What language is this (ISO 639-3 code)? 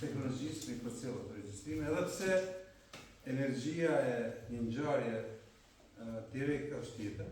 sqi